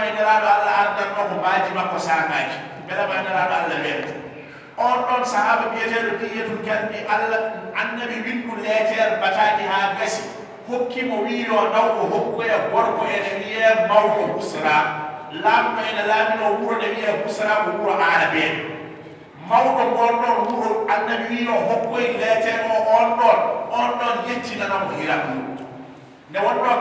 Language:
Fula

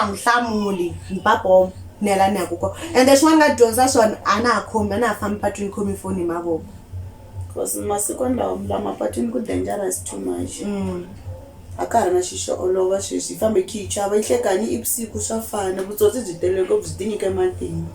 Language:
Tsonga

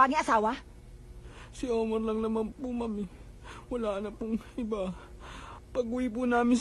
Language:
Filipino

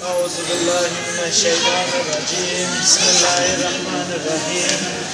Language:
Uyghur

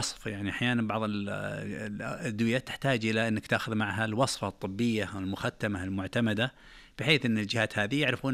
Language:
Najdi Arabic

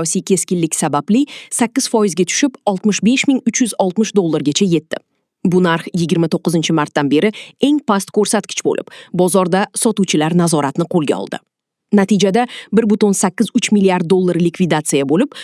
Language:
Uzbek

